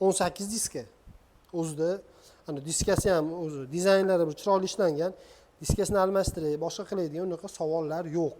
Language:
Uzbek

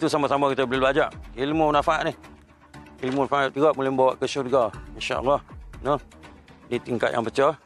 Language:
Malay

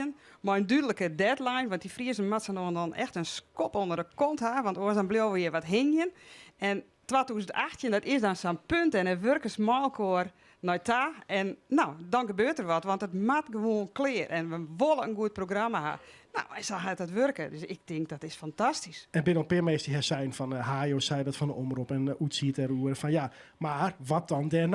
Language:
Western Frisian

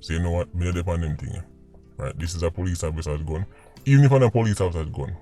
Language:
Jamaican Creole English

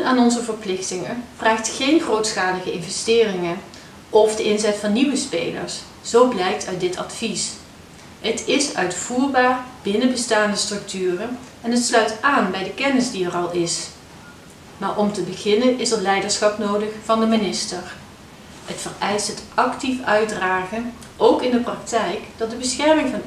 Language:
Dutch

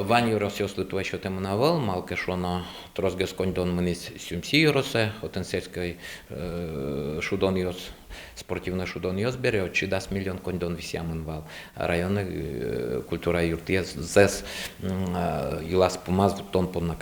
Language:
Udmurt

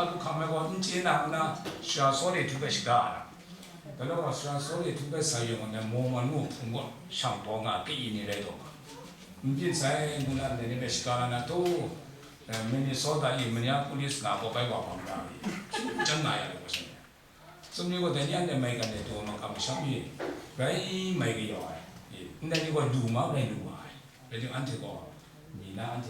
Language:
Kachin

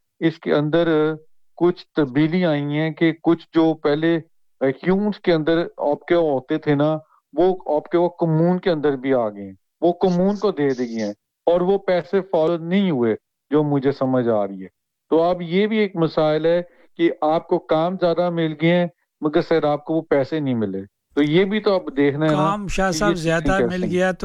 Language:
Urdu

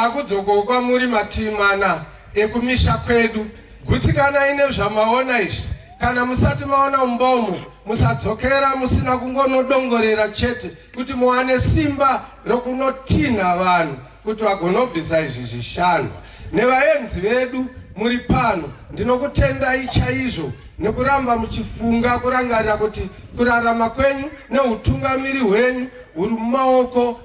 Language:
Shona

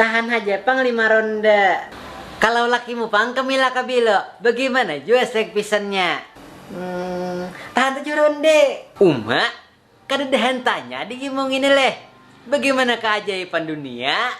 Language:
Banjar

